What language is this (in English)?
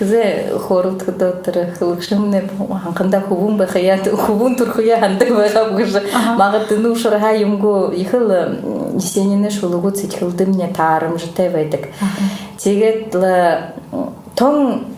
Buriat